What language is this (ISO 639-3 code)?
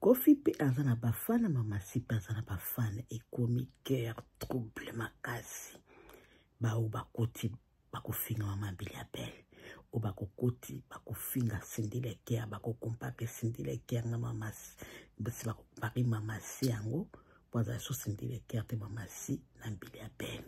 lin